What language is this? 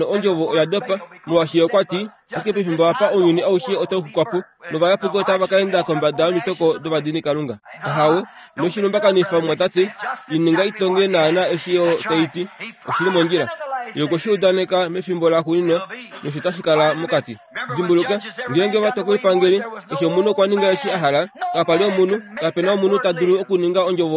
Kuanyama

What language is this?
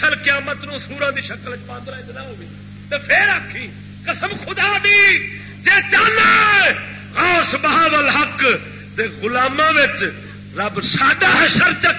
Saraiki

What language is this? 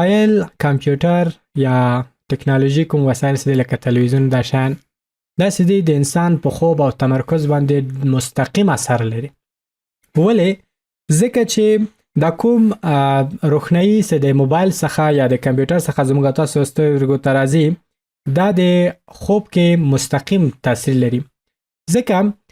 Pashto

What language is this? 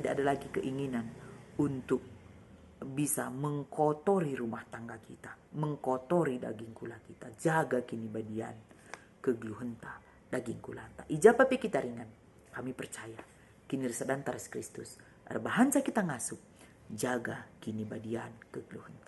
Batak Karo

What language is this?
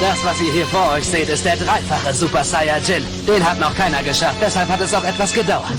Bavarian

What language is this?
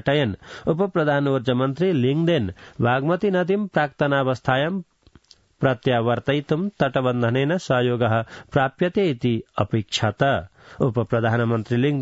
Sanskrit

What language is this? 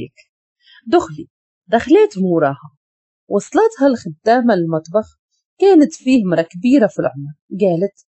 Moroccan Arabic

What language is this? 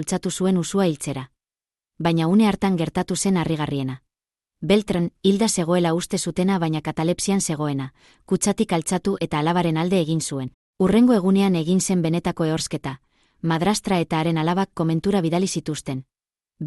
Basque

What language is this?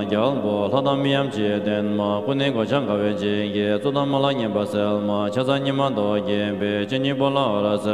Tibetan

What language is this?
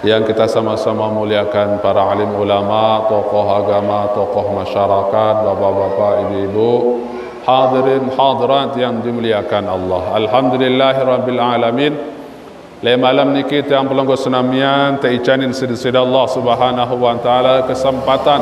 Sasak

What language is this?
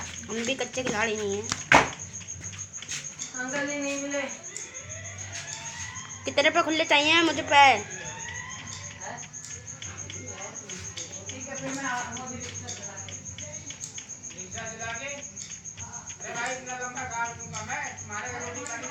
Hindi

